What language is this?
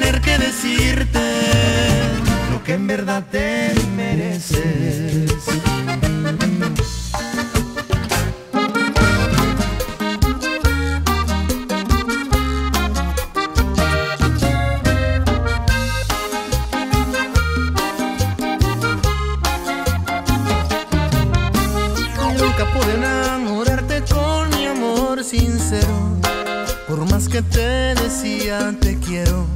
Spanish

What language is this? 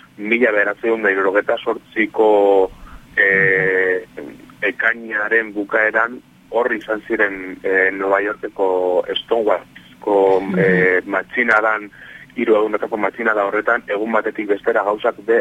Basque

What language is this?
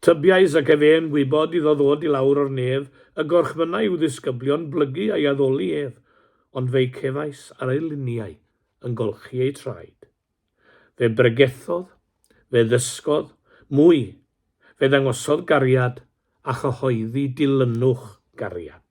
Welsh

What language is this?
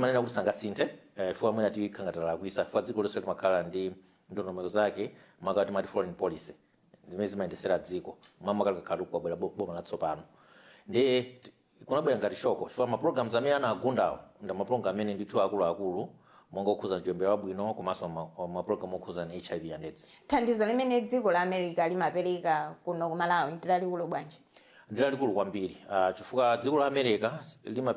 Nyanja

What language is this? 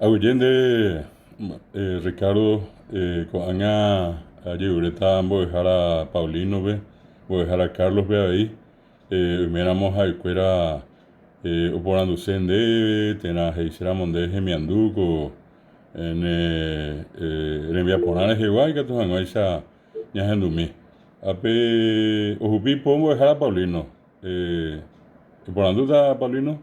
Guarani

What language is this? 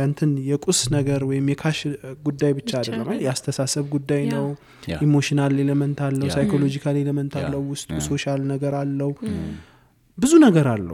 Amharic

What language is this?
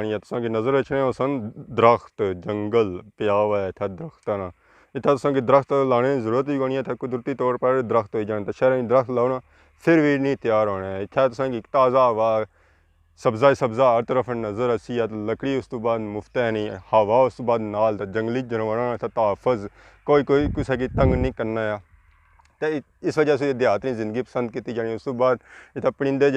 Pahari-Potwari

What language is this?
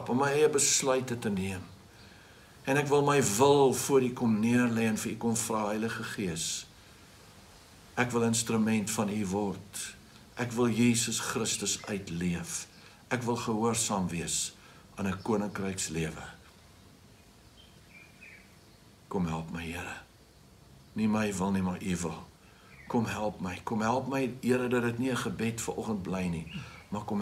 Afrikaans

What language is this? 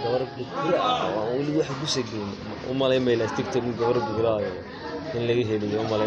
Somali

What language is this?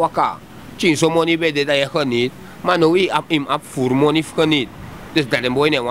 Sranan Tongo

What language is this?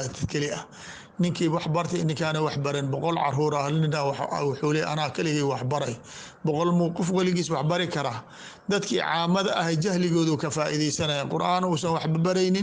Somali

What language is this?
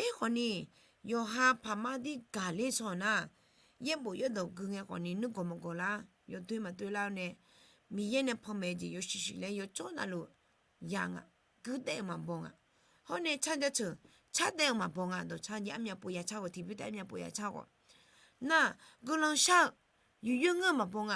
Akha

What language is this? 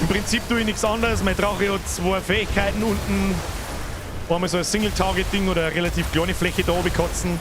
Bavarian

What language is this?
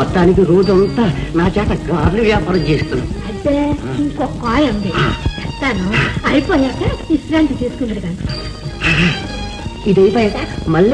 Telugu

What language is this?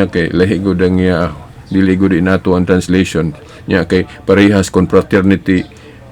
Cebuano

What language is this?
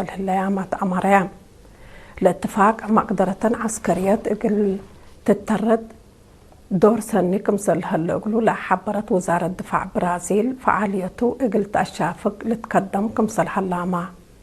Tigre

